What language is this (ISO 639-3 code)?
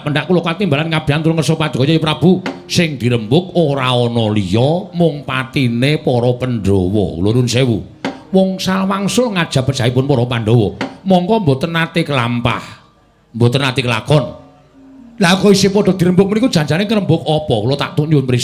jav